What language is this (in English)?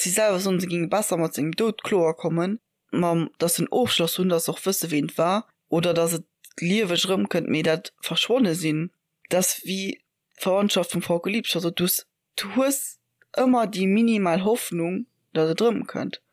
Luxembourgish